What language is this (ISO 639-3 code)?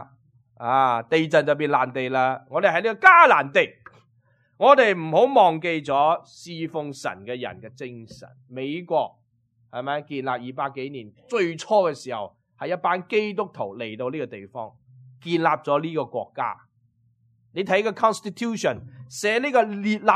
yue